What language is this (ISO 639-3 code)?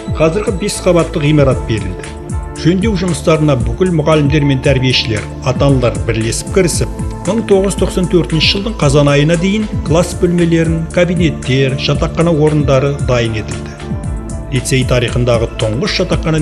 kaz